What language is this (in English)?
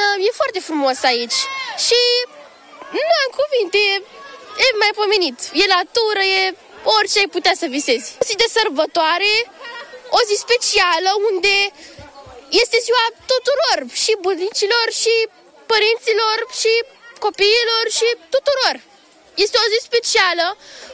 Romanian